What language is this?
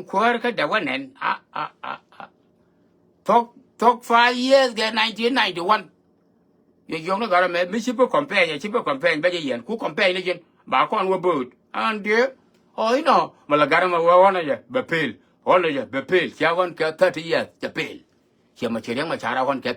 Nuer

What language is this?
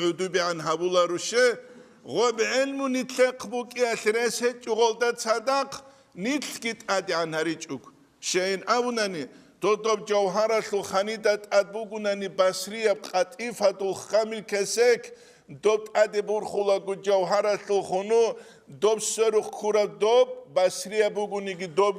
Avaric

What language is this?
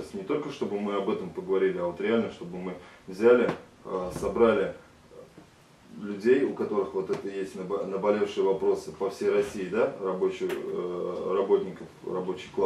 Russian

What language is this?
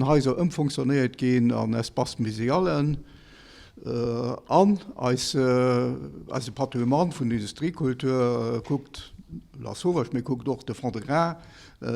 Luxembourgish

